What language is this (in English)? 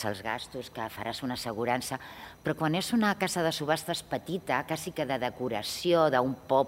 Catalan